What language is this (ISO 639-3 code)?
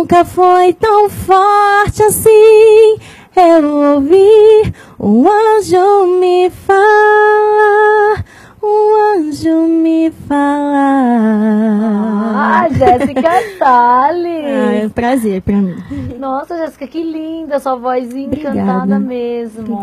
por